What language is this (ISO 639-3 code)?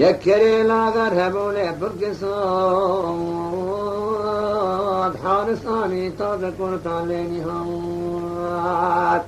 kur